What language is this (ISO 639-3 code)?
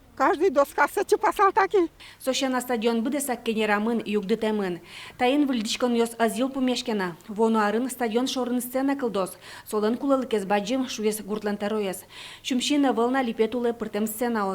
udm